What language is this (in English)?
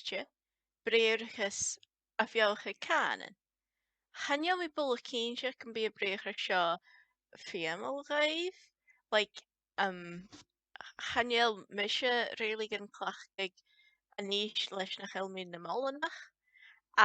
Scottish Gaelic